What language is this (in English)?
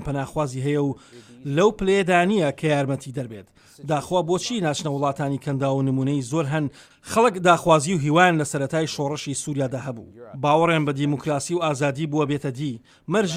Central Kurdish